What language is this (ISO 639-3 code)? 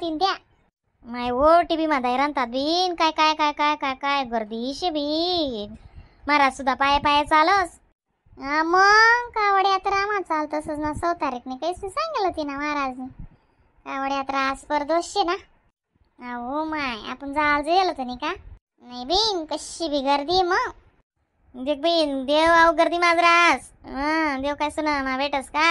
khn